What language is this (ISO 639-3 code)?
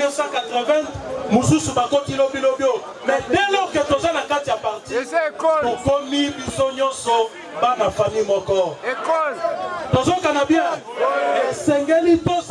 lin